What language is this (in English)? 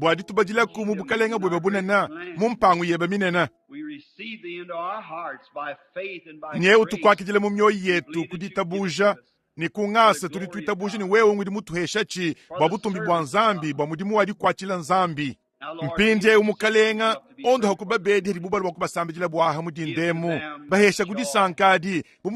Luba-Lulua